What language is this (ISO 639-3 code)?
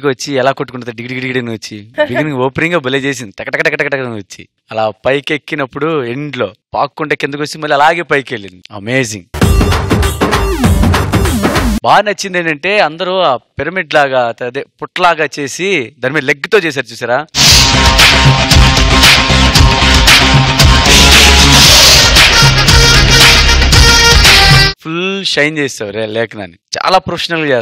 tel